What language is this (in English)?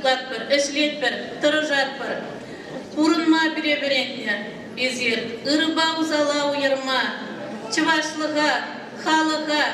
Chuvash